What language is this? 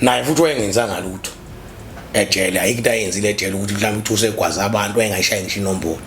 Zulu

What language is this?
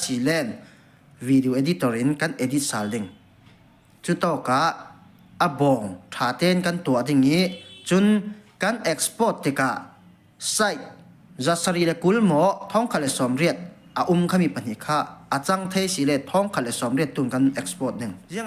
Falam Chin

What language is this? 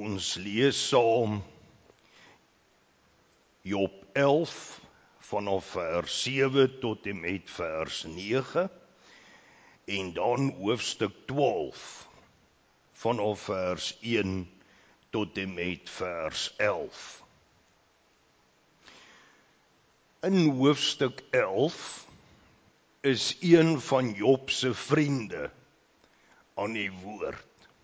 Afrikaans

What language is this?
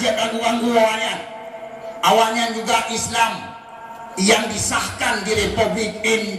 Achinese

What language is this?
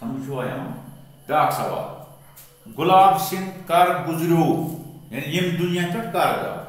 Kashmiri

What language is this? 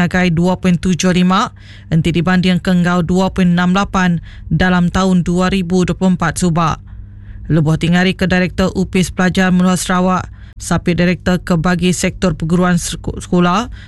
Iban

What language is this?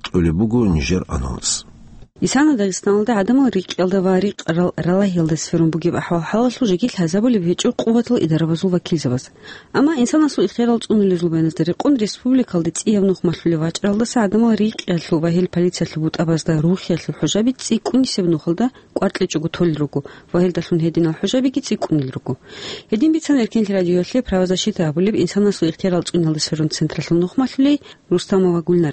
Avaric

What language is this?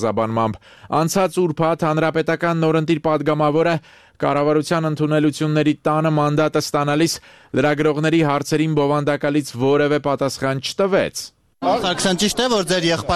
Armenian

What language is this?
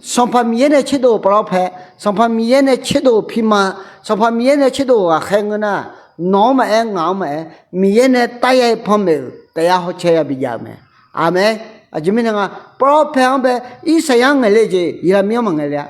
Akha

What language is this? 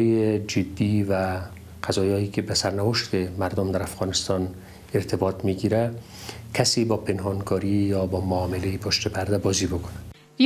Persian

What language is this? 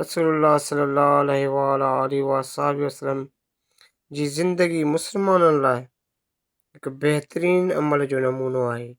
Sindhi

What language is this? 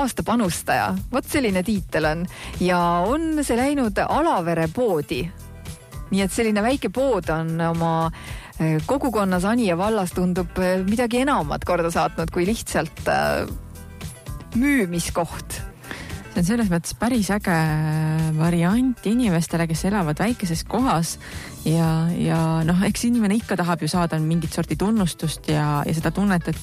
Estonian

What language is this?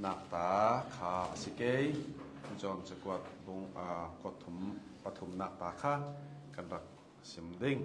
Hakha Chin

